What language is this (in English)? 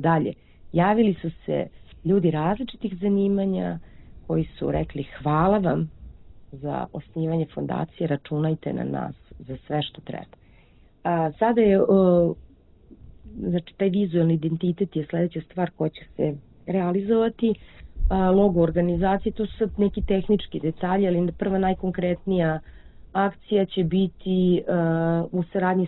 Serbian